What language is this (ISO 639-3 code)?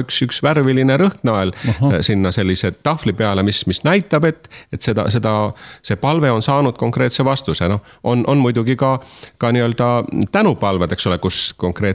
est